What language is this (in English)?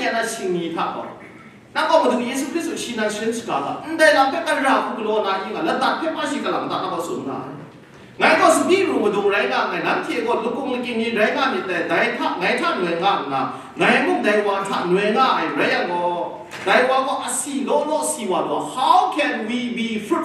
Kachin